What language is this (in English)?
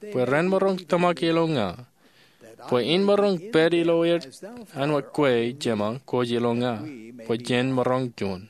Marshallese